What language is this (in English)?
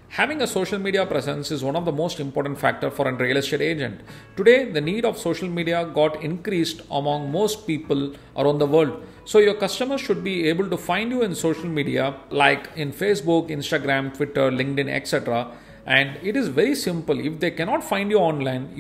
English